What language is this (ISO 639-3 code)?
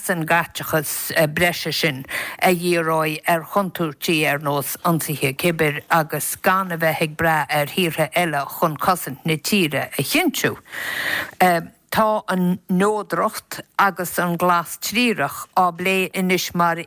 gle